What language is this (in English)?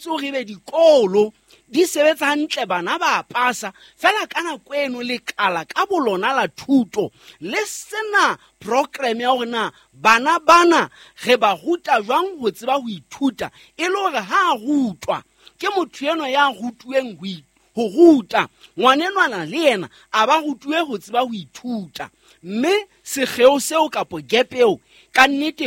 Southern Sotho